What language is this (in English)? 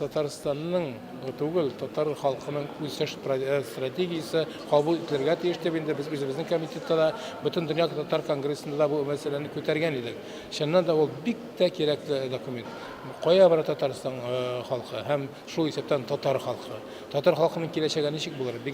Tatar